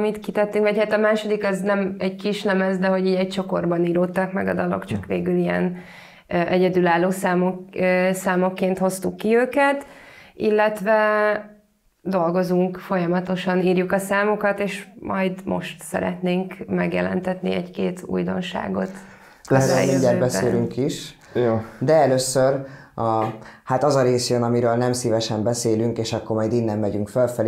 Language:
Hungarian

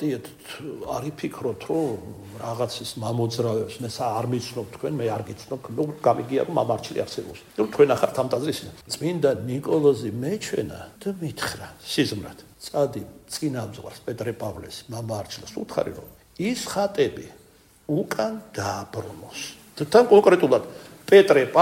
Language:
Georgian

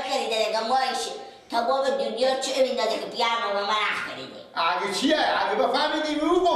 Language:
Persian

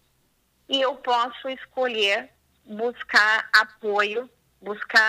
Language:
Portuguese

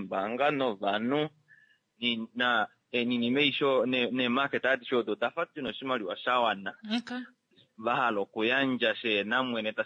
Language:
Kuanyama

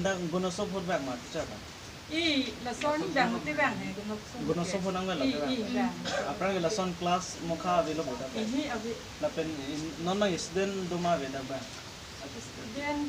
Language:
Karbi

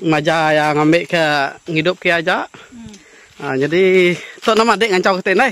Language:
Iban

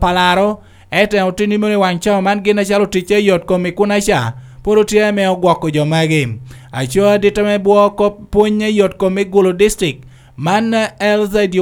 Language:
Lango (Uganda)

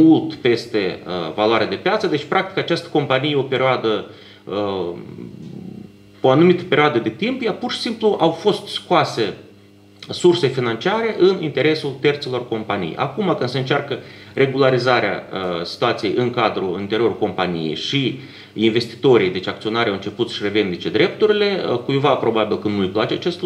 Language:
Romanian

